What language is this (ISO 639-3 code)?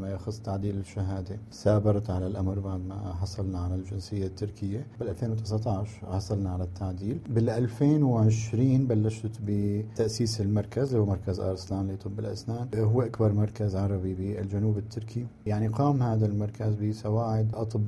apc